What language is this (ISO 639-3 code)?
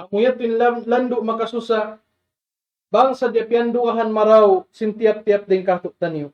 tsg